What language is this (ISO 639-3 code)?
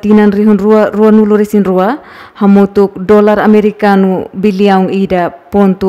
tet